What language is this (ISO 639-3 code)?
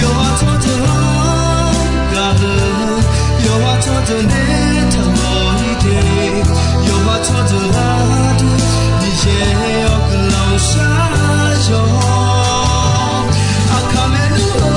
ahk